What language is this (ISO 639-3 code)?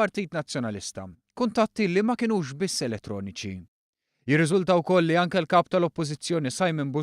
mlt